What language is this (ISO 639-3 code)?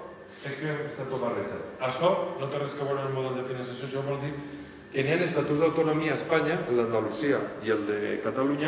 cat